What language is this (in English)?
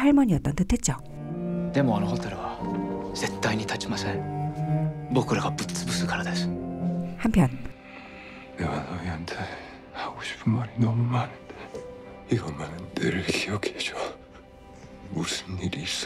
Korean